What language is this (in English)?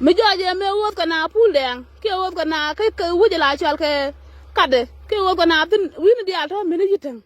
Nuer